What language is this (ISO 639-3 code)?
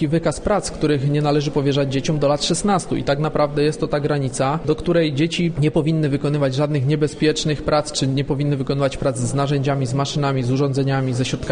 pol